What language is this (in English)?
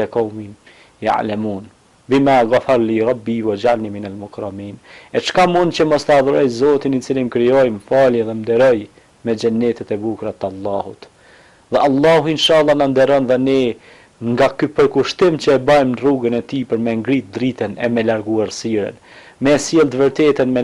Albanian